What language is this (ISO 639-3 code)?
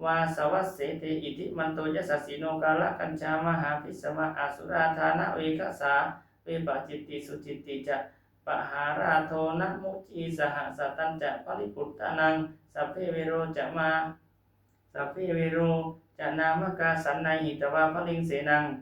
pli